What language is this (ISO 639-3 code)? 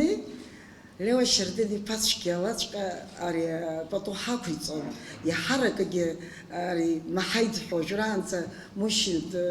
abk